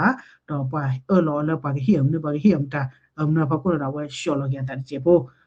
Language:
S'gaw Karen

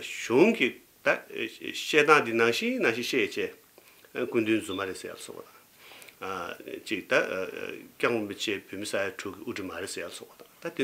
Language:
Tibetan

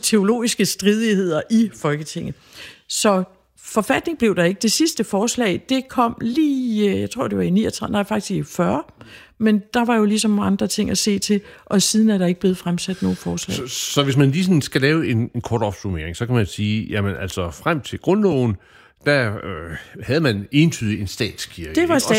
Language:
Danish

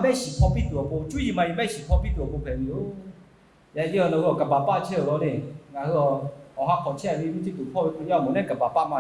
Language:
Lahu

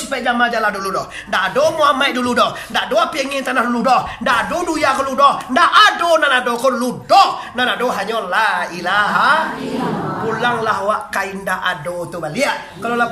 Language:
Minangkabau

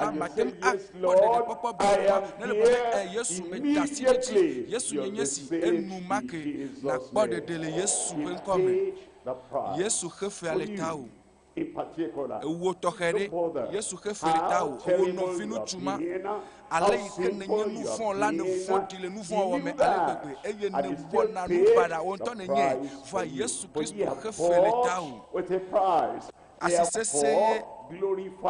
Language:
Ewe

